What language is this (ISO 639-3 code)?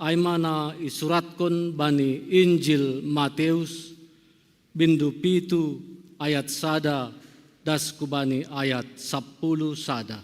bts